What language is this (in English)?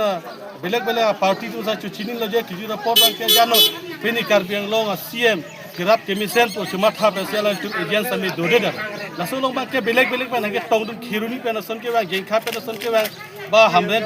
Karbi